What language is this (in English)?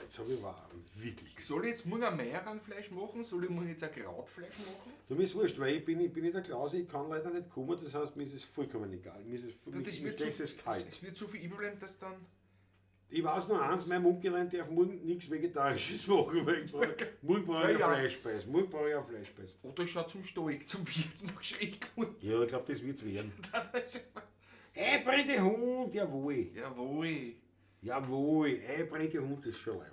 Bavarian